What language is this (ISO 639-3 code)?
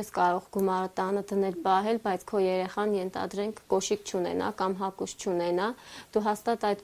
hye